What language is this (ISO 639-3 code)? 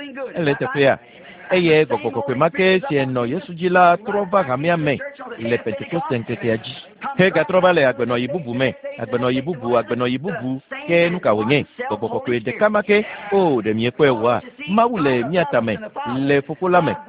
ewe